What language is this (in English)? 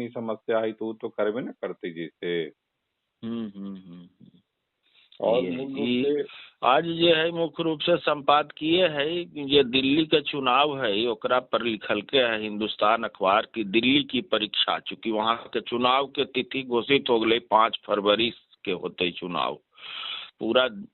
Magahi